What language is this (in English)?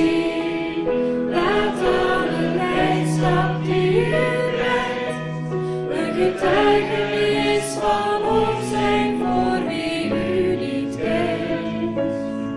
Dutch